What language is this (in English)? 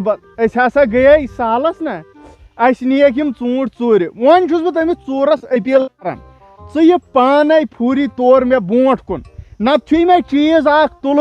Kashmiri